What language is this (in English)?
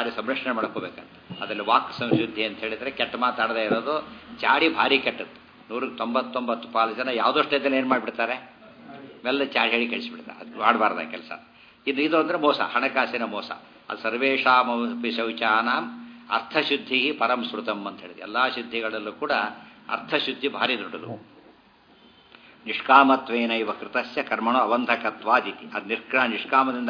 Kannada